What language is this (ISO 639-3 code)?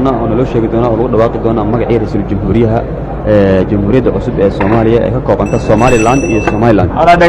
som